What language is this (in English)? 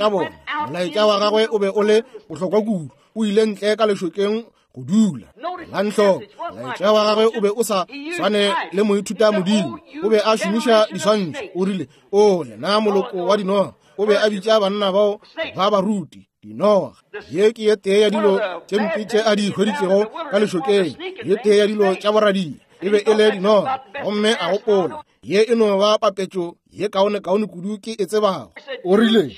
Northern Sotho